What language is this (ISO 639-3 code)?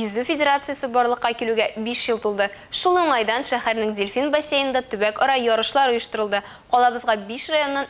tat